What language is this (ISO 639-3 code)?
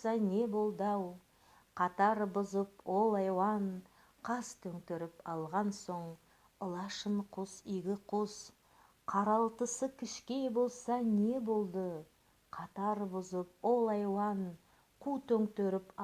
nog